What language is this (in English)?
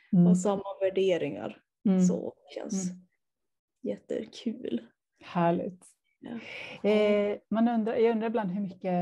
Swedish